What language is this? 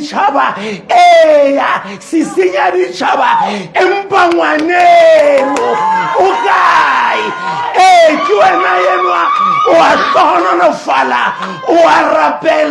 Southern Sotho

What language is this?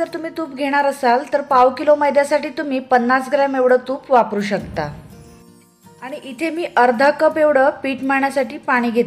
Marathi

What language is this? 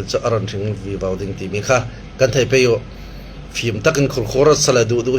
Falam Chin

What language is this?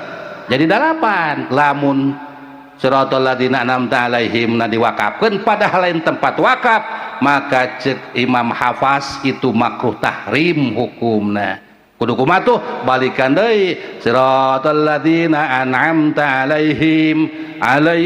Sundanese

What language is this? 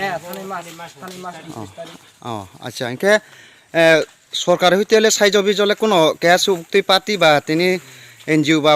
Riang (India)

